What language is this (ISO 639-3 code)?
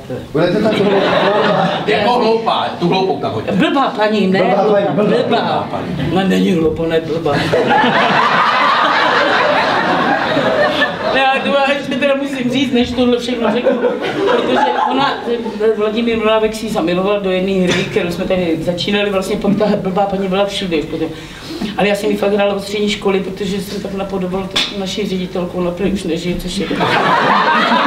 ces